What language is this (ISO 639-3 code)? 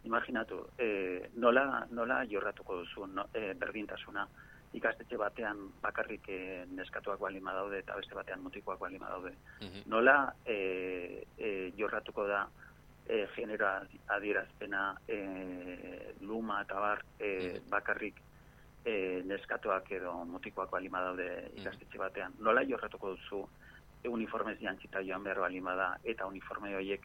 eus